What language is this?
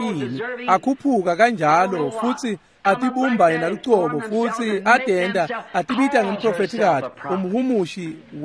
Swati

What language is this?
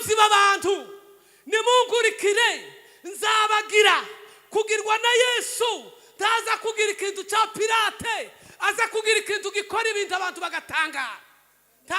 Kinyarwanda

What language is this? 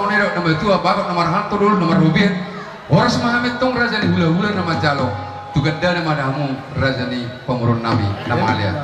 Batak Toba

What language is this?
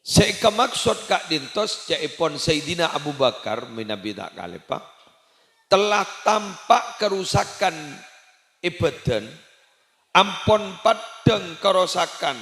Madurese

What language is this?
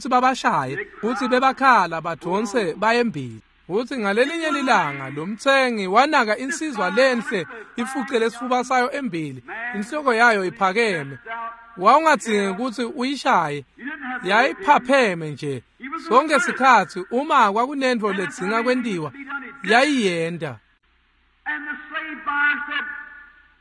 Swati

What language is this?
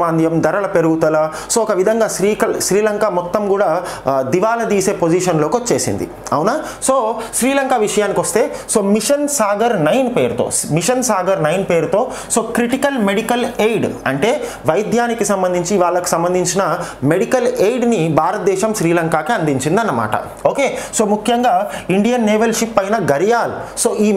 Telugu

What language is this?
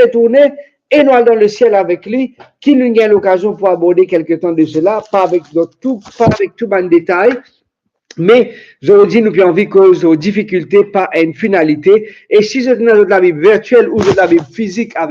Morisyen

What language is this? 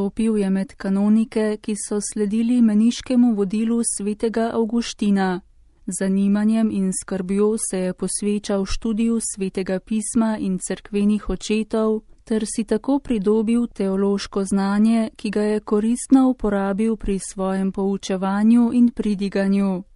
Slovenian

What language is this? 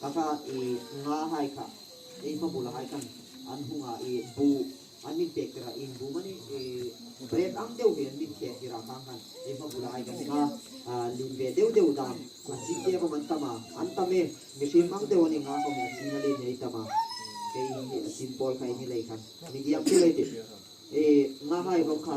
Hmar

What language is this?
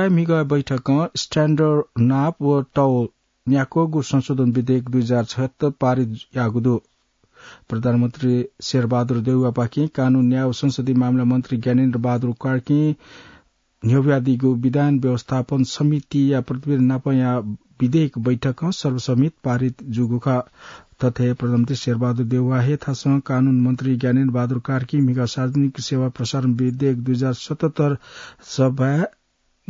Newari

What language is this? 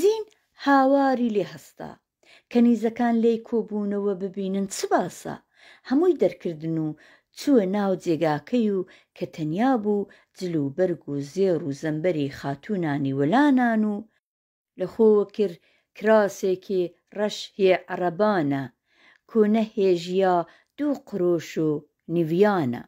Central Kurdish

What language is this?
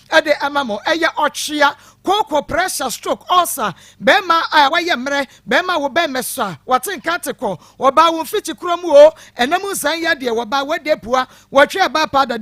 Akan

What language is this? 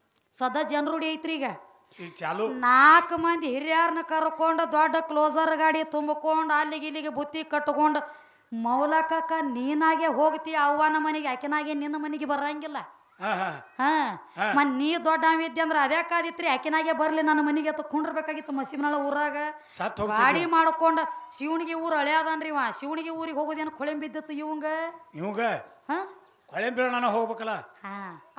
Kannada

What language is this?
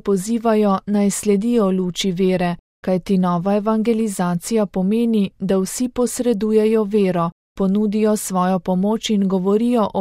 Slovenian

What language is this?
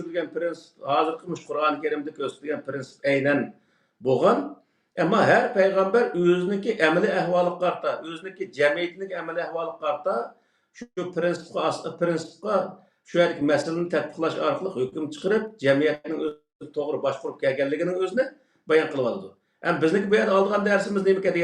Uyghur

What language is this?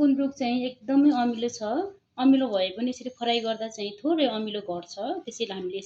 Nepali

